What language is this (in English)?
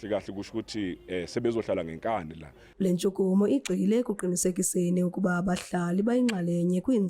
Zulu